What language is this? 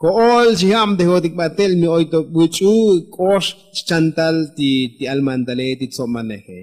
Tzotzil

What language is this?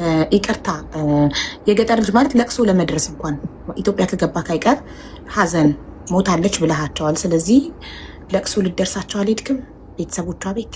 Amharic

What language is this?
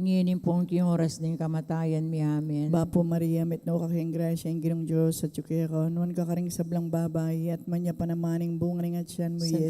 Pampanga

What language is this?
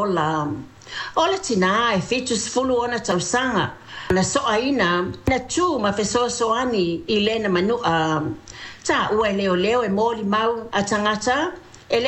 Samoan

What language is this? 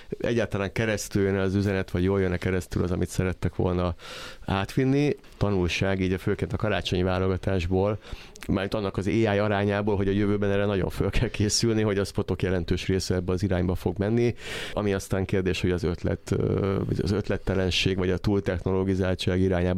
Hungarian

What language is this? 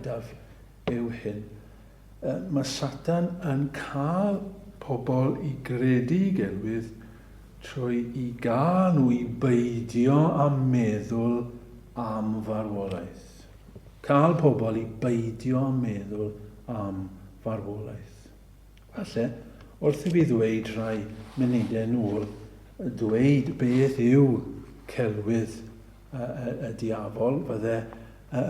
Welsh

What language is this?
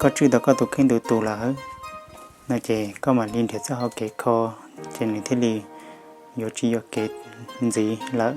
Hmong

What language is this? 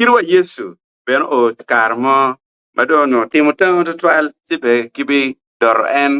Acoli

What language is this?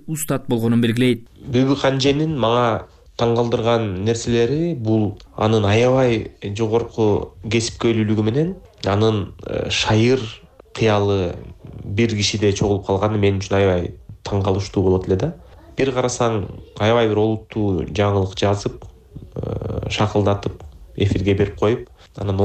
Kyrgyz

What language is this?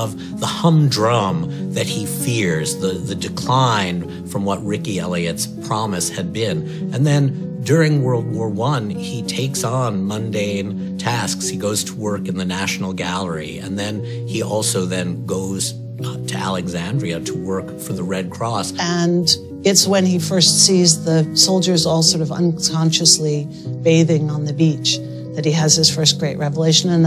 English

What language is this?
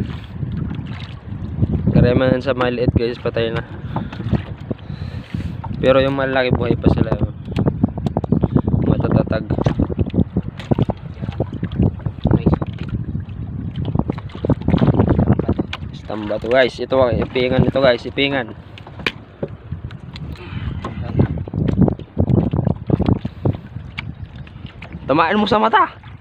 Filipino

